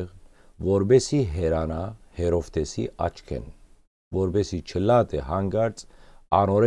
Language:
Western Armenian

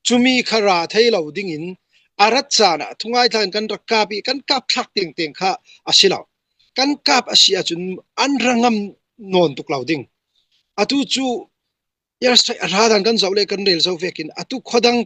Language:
Falam Chin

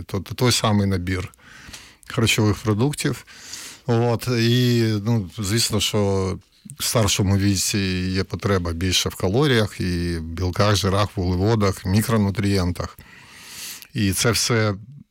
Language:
Ukrainian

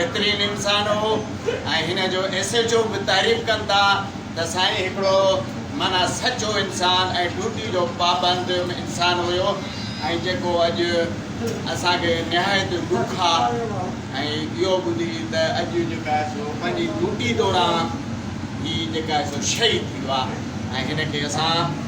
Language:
Sindhi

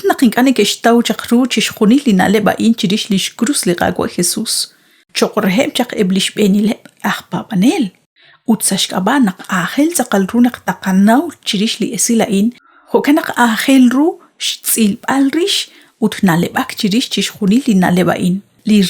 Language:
Kekchí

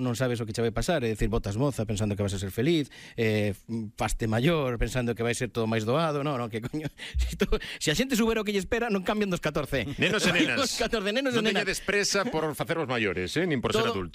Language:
Galician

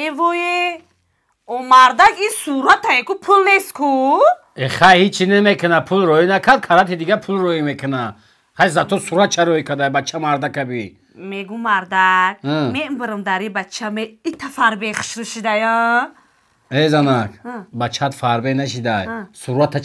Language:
Tajik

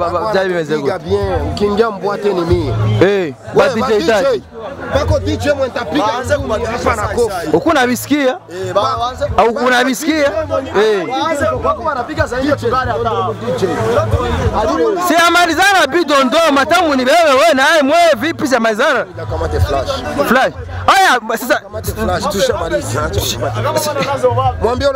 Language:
Swahili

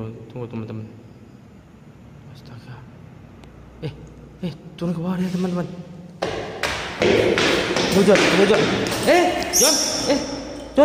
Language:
Indonesian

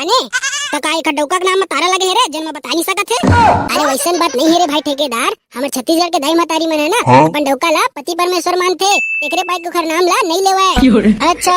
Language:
Chhattisgarhi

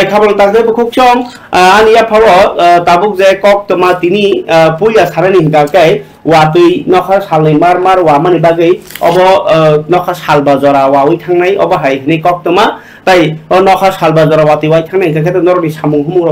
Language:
Kok Borok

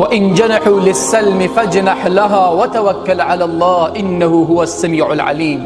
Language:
Tajik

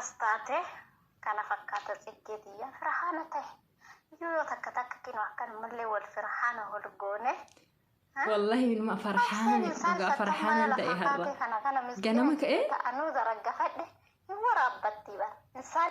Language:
Oromo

